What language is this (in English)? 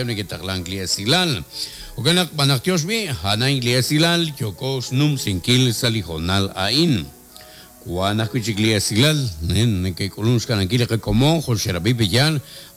Kekchí